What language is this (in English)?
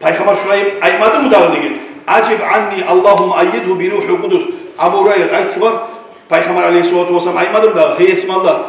Kumyk